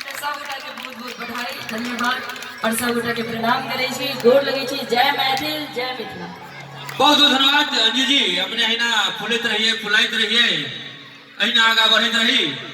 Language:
Maithili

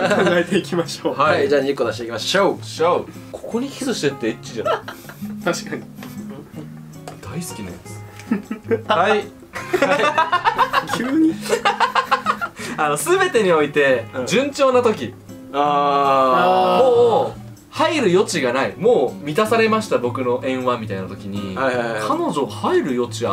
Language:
Japanese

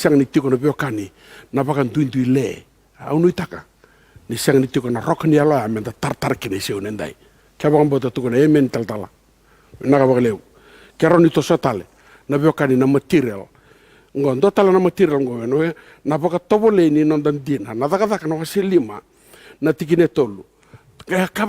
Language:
Fijian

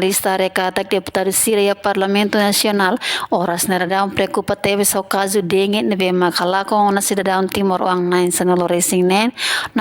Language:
Tetum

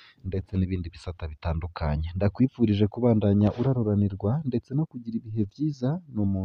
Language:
Rundi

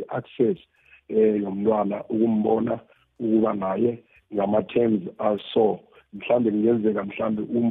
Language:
South Ndebele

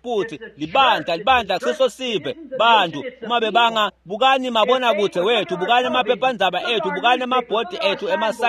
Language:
Swati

